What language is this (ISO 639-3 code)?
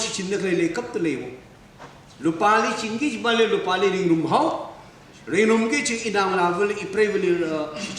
nmf